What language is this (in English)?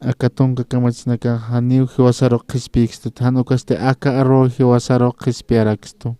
Aymara